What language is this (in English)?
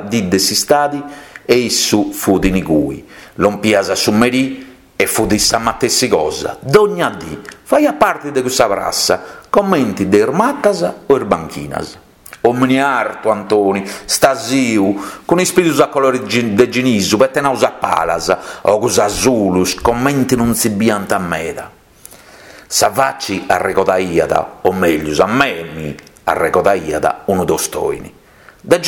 Sardinian